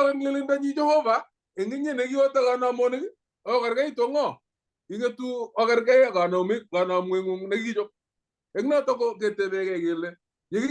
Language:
Kalenjin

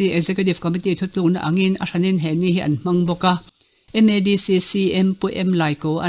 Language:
Mizo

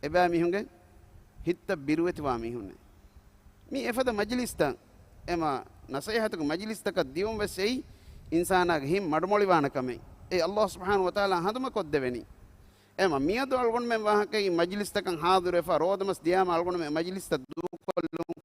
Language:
Divehi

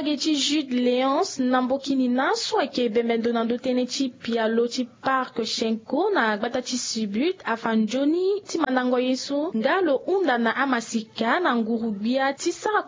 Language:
Sango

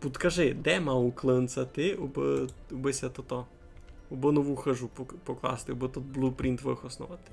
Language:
Rusyn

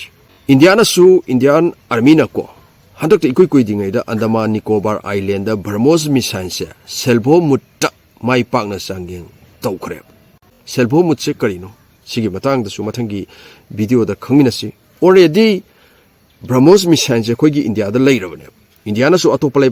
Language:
Manipuri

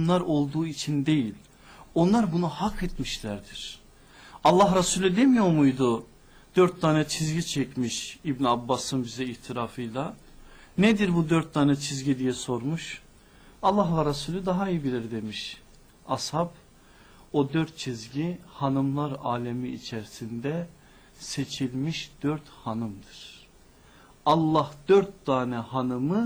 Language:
Turkish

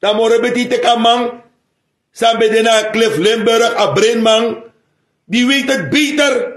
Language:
Sranan Tongo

